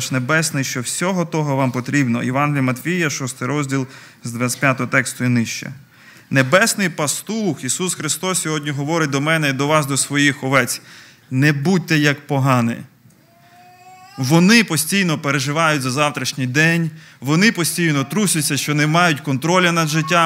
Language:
Ukrainian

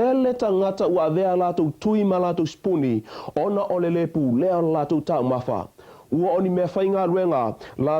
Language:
Samoan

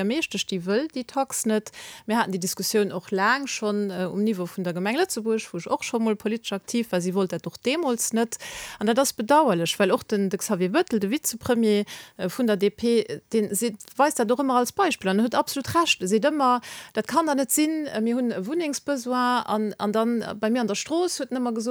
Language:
Luxembourgish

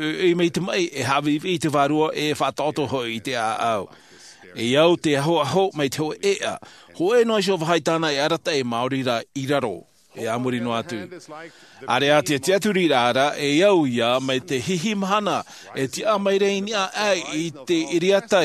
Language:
Tahitian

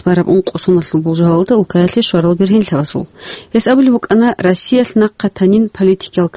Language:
Avaric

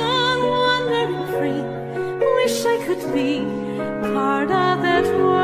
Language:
English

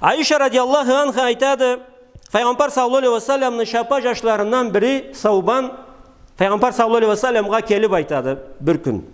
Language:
Karachay-Balkar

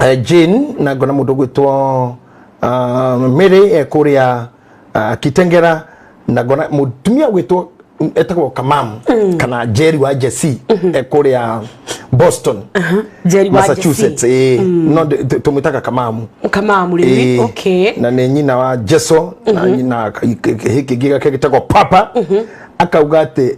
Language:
Kikuyu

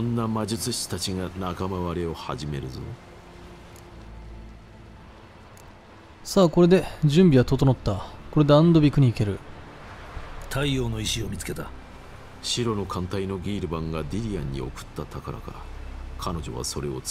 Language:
Japanese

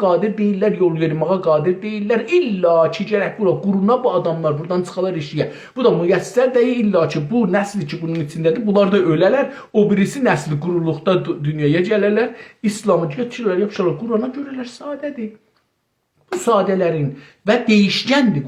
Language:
South Azerbaijani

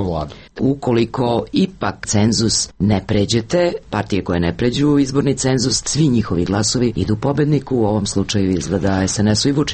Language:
Serbian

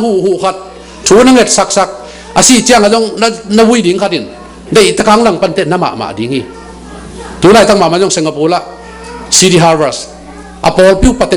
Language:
Tedim Chin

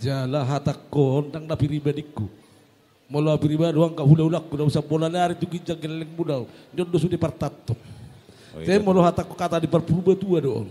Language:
Batak Toba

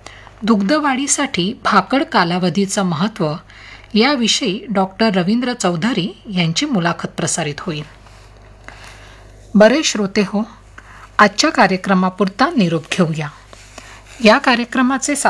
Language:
Marathi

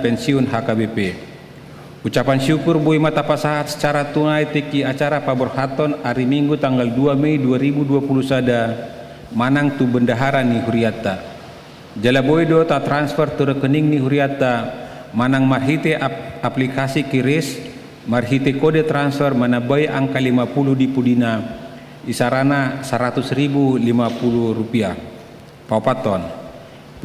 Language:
Batak Toba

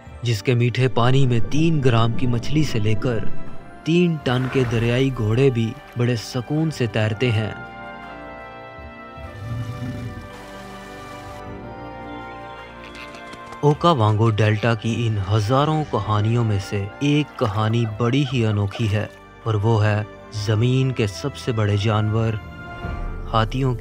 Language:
Hindi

